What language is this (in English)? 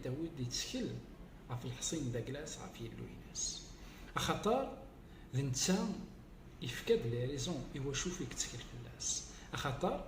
Kabyle